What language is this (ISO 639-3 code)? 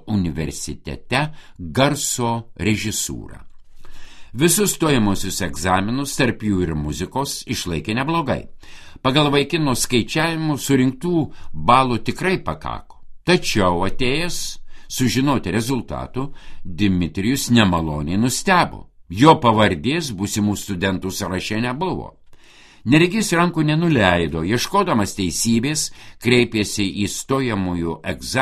lit